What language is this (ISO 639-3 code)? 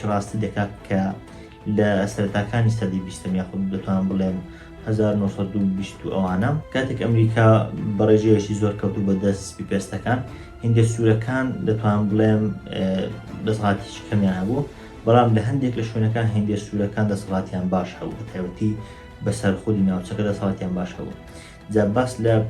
ckb